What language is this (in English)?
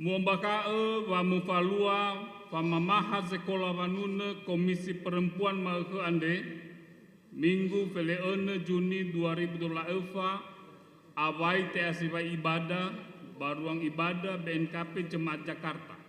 Nias